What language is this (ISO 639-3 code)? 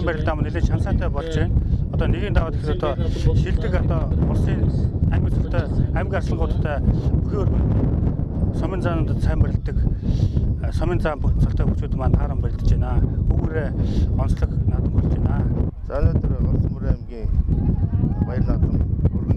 mon